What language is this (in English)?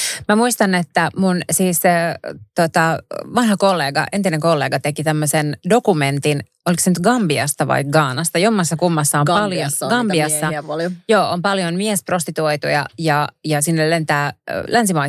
Finnish